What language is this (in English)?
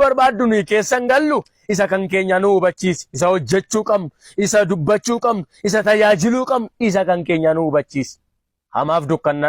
Oromo